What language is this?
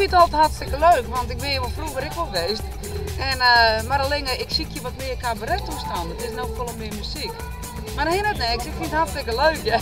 Western Frisian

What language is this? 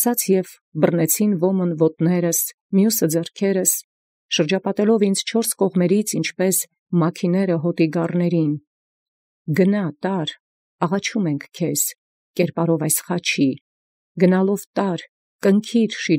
Armenian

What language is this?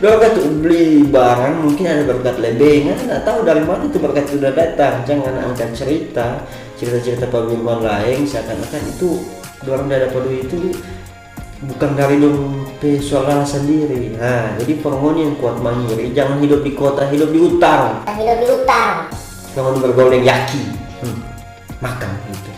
Manado Malay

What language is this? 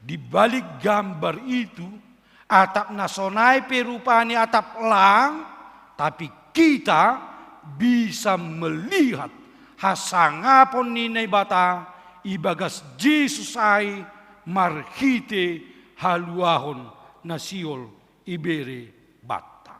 Batak Simalungun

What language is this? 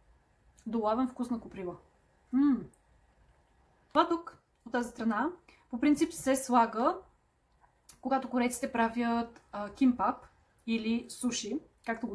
Bulgarian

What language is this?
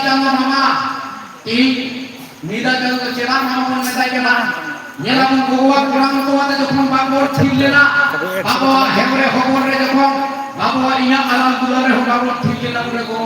Santali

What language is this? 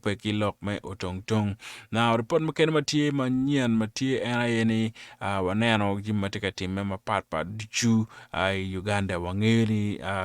Acoli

